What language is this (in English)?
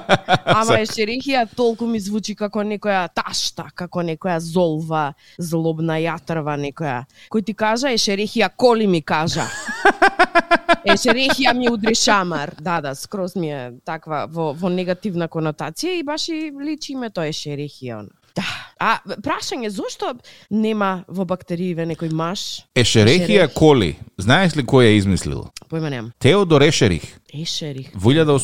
Macedonian